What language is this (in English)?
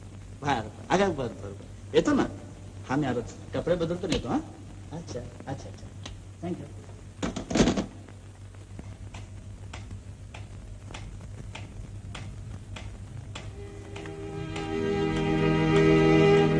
Marathi